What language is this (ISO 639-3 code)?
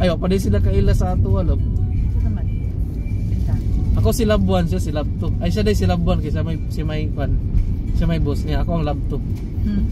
ceb